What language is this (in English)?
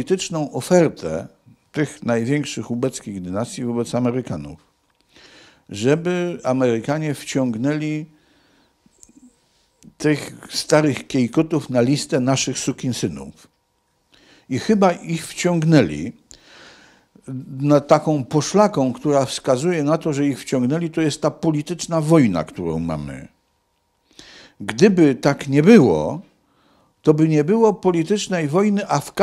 Polish